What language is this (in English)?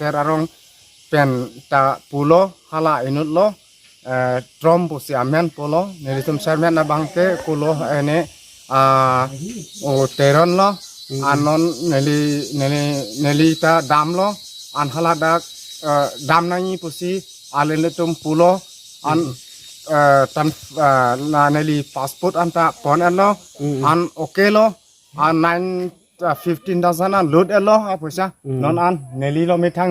Karbi